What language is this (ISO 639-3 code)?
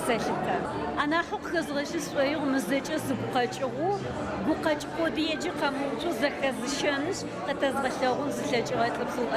ady